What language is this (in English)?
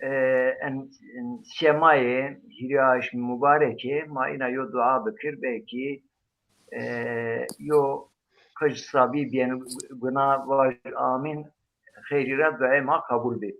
Zaza